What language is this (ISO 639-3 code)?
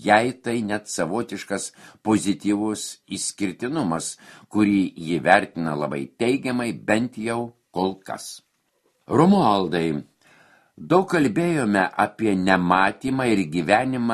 lit